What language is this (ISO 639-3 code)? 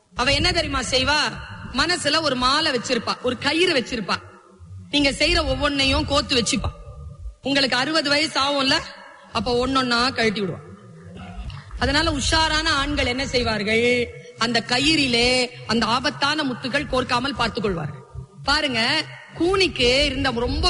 tam